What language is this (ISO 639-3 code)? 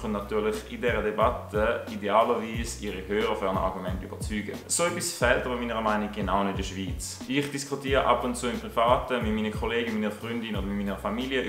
gsw